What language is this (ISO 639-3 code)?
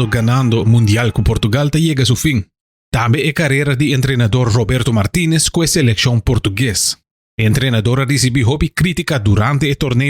pap